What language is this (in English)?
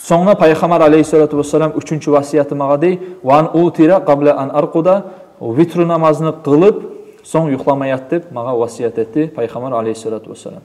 Kumyk